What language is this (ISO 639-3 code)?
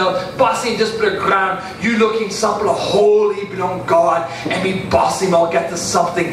tpi